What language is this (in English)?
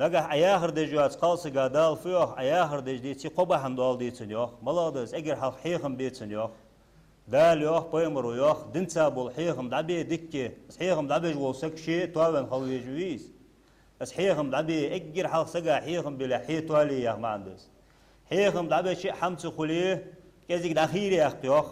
Ingush